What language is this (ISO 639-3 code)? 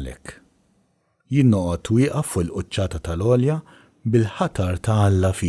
mlt